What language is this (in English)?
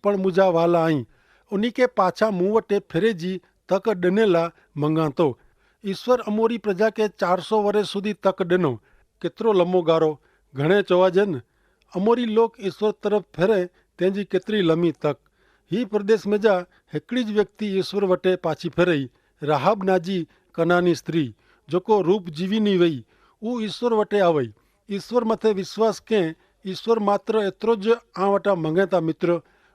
Kachhi